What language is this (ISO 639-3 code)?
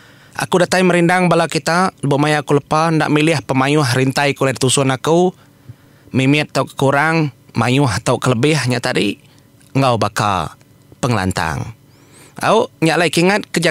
iba